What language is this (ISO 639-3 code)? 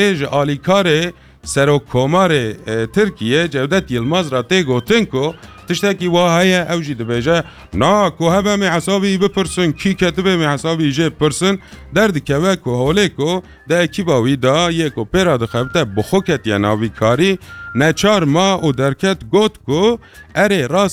kur